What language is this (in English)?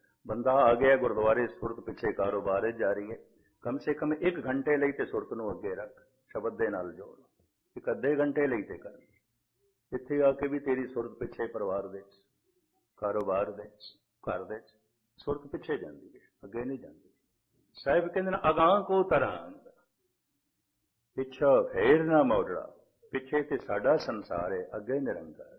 Punjabi